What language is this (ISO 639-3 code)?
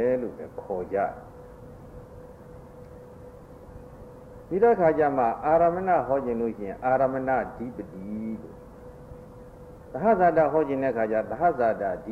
mya